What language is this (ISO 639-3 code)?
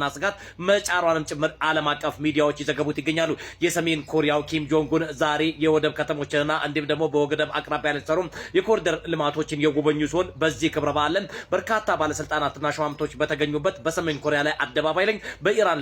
amh